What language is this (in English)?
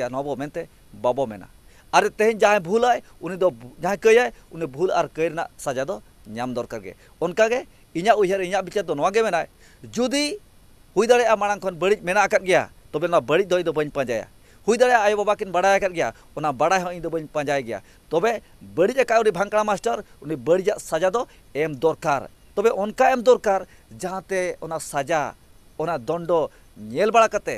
Santali